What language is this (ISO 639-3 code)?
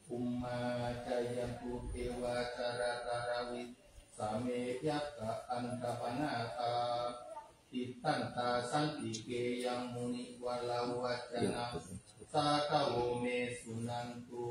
pli